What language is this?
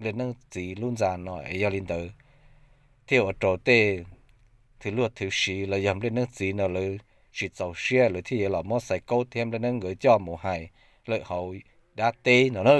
Hmong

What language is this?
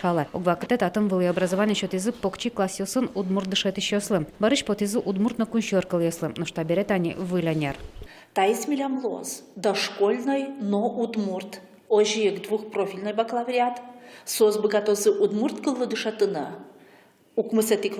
Udmurt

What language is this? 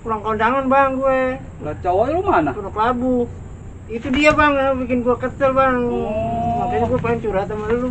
Betawi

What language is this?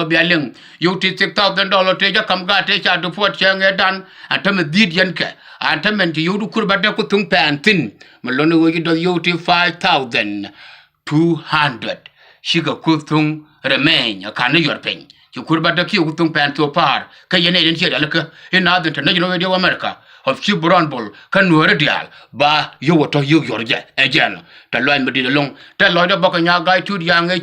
Nuer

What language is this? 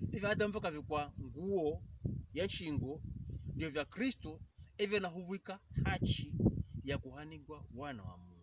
Pokomo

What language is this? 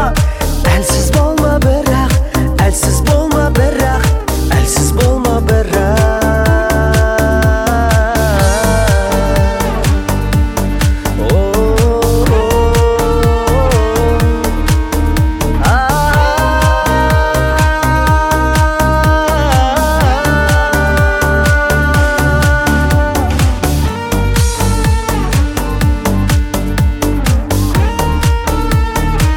Kazakh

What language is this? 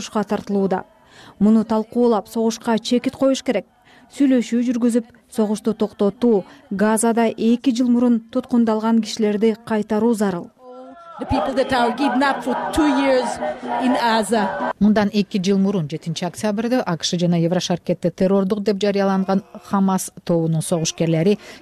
Kyrgyz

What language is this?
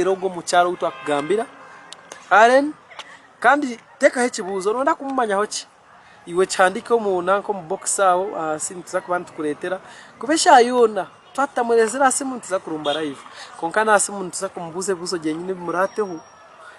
Nyankole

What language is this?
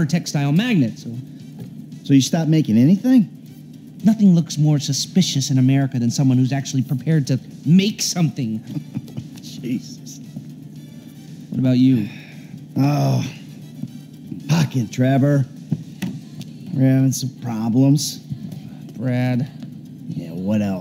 English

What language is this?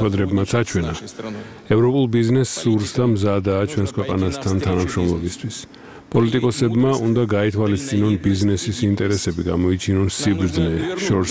Georgian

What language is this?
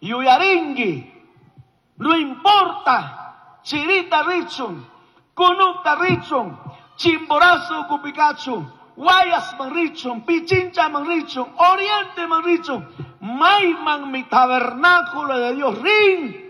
Chimborazo Highland Quichua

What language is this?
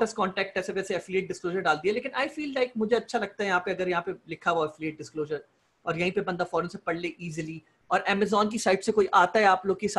Hindi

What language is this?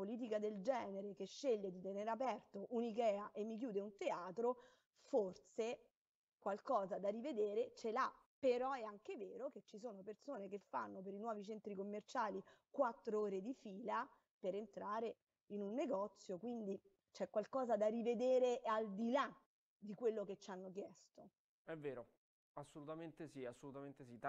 Italian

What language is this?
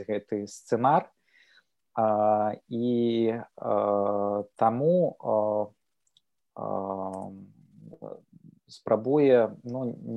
Belarusian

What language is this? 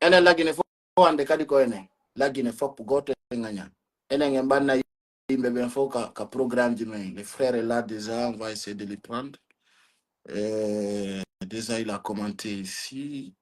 Pular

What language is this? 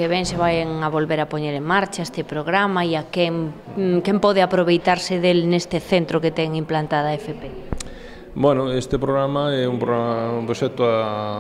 Galician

